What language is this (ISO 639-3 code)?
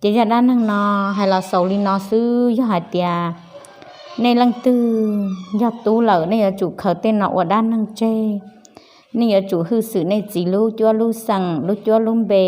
hmn